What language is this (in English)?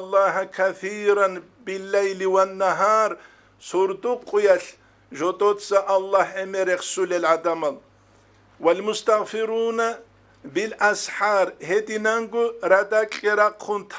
Avaric